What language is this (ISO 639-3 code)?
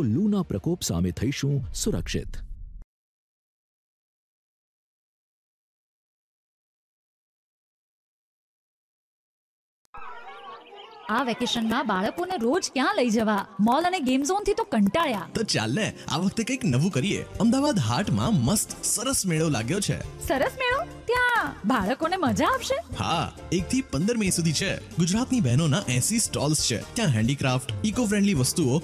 guj